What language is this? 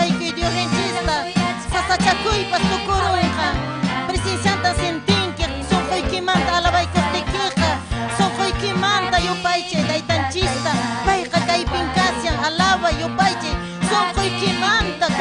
Ayacucho Quechua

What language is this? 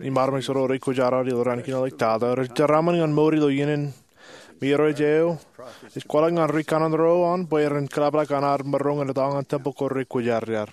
Marshallese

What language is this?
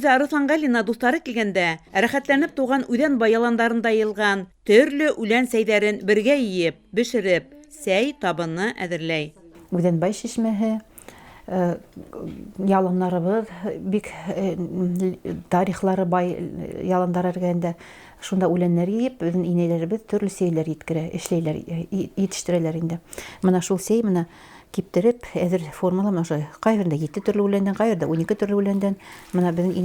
Bashkir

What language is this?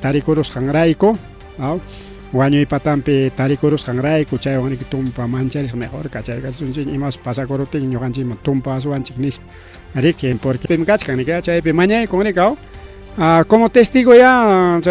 Ayacucho Quechua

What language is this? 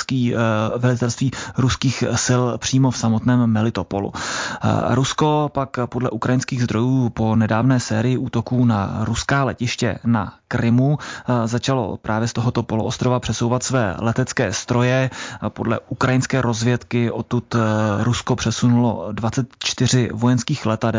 Czech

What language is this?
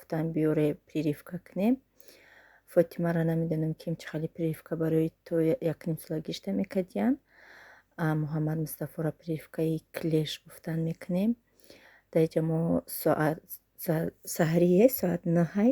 Tajik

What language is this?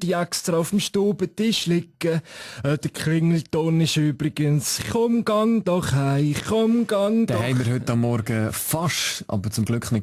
Swiss German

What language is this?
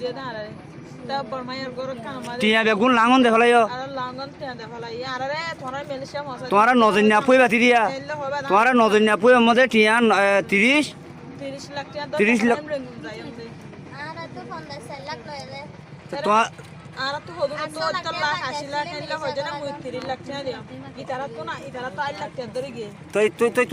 Rohingya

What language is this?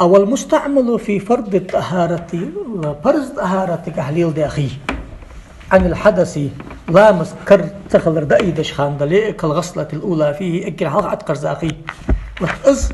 Ingush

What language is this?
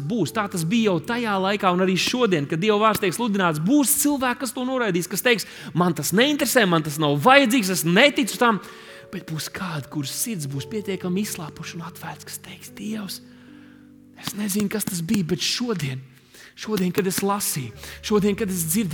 Latvian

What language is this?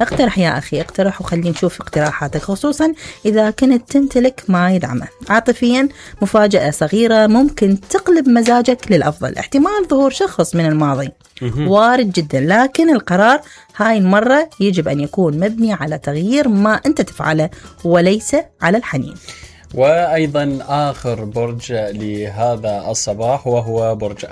Mesopotamian Arabic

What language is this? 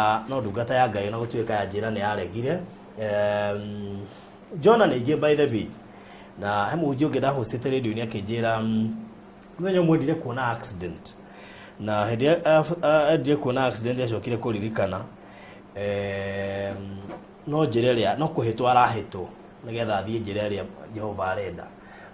Kikuyu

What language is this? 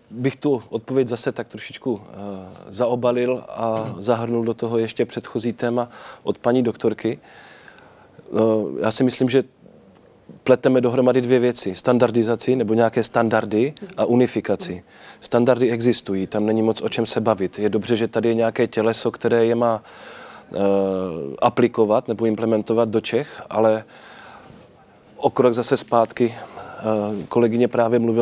Czech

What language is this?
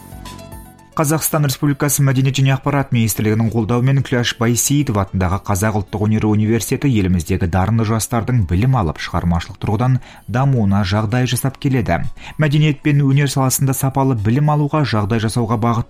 Kazakh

